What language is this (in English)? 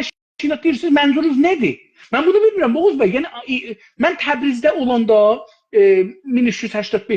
South Azerbaijani